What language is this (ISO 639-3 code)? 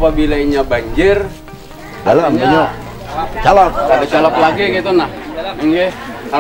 bjn